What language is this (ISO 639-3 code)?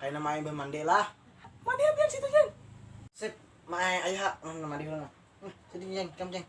bjn